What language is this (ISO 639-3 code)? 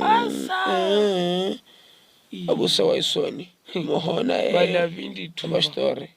vmw